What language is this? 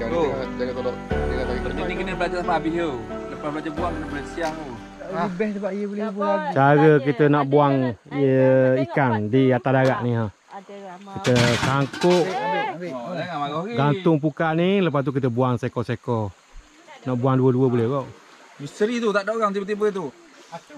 Malay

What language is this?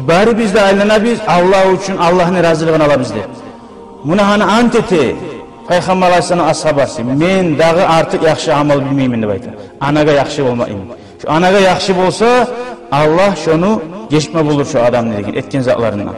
Kumyk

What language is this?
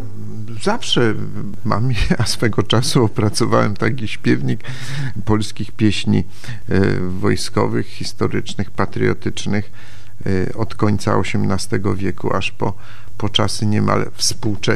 Polish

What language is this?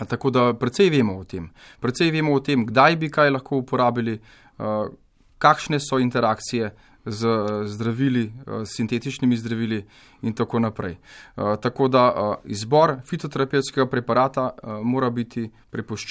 Slovenian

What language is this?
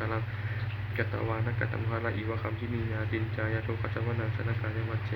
Pali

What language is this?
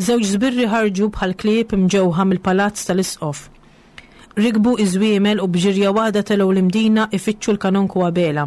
Maltese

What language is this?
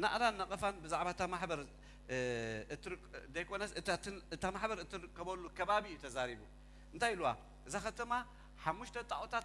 Tigrinya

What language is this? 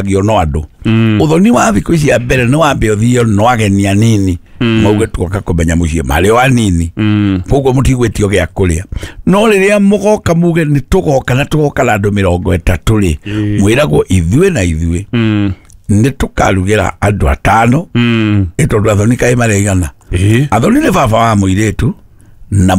Kikuyu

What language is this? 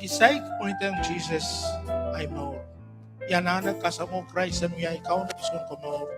Pohnpeian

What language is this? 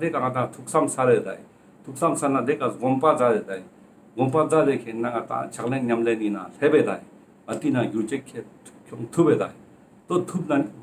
Ladakhi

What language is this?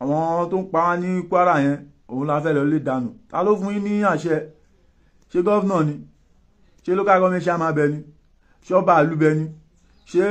Yoruba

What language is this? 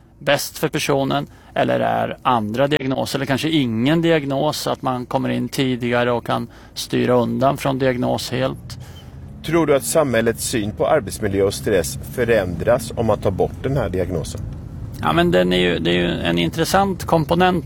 Swedish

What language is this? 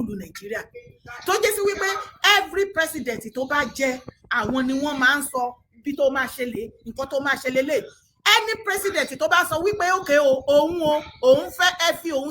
Yoruba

